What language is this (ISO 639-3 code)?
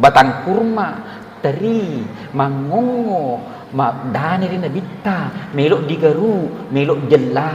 bug